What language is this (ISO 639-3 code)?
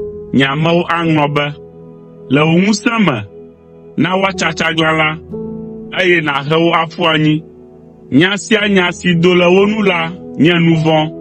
ewe